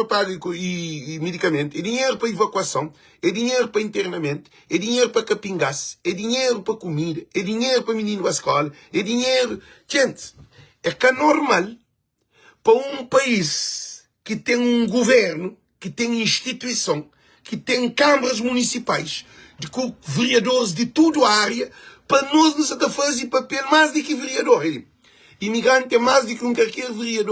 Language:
Kabuverdianu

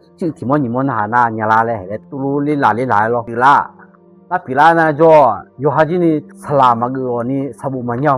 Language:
Akha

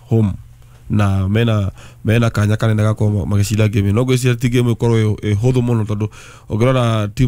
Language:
Kikuyu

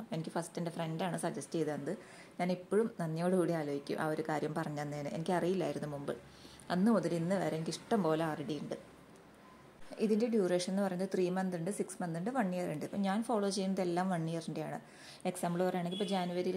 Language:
Malayalam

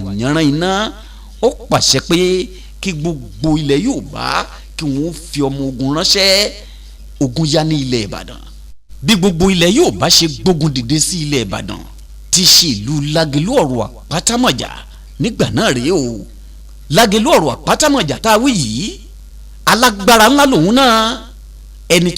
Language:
Yoruba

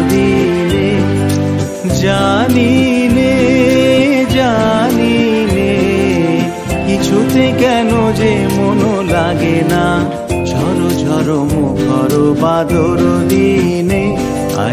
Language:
Bangla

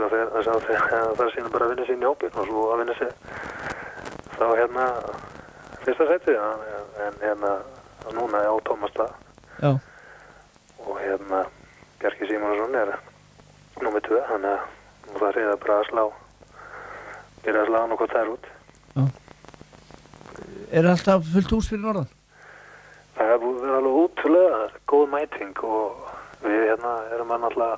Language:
Icelandic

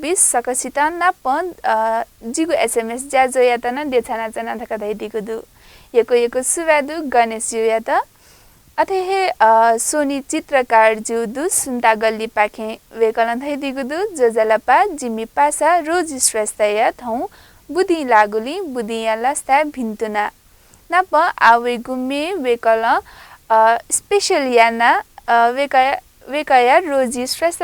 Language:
Newari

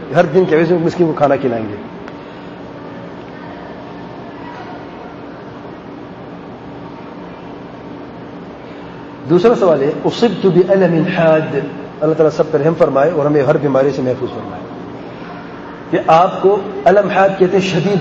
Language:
Urdu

